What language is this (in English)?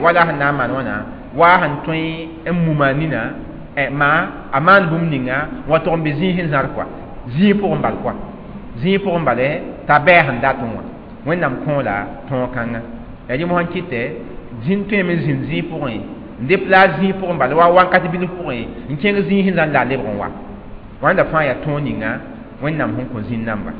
Mossi